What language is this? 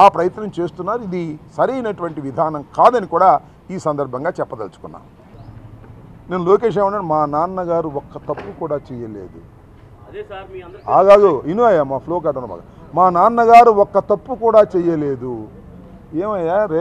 Telugu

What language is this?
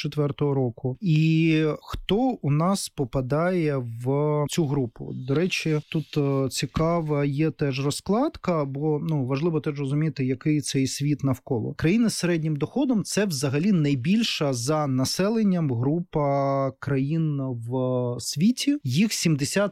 Ukrainian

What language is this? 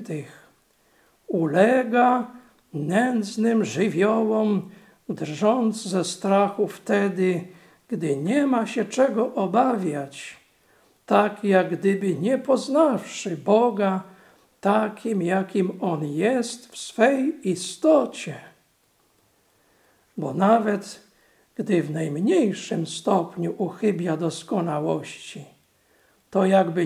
Polish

